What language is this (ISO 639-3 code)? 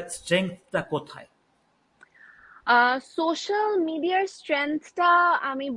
ben